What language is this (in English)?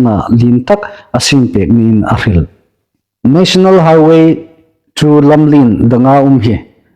Hmar